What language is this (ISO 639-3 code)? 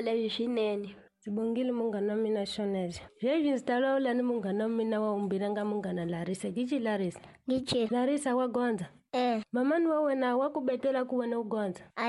tso